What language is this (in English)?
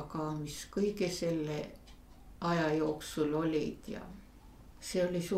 Estonian